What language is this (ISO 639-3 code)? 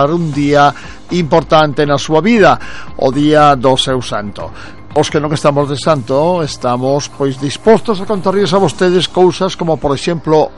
glg